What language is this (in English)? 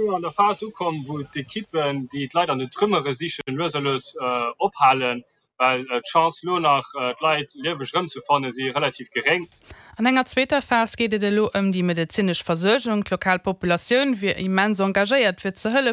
Luxembourgish